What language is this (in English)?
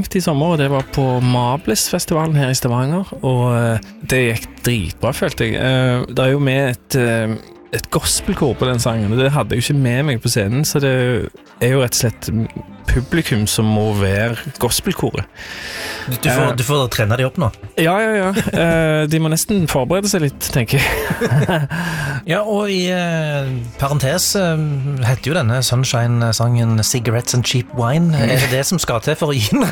Norwegian